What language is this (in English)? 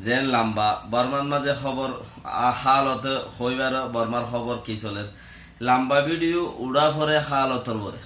Rohingya